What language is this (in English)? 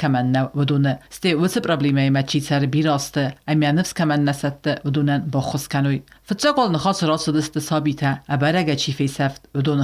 Ossetic